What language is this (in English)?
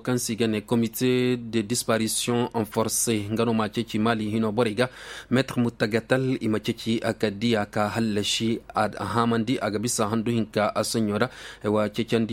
Zarma